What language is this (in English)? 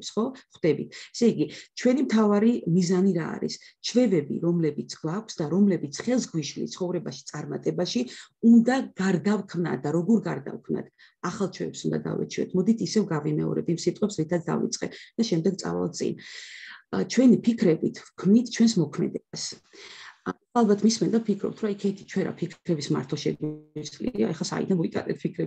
Georgian